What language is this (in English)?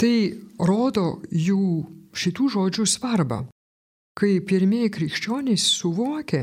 Lithuanian